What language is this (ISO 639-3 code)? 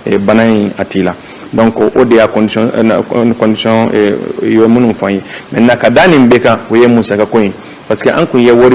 bam